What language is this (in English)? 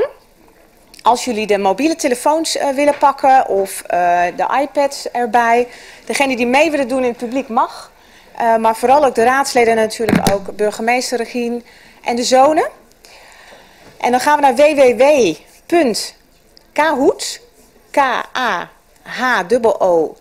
Dutch